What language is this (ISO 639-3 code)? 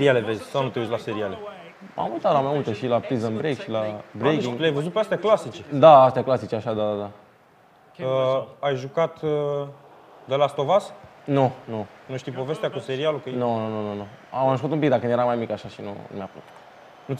ron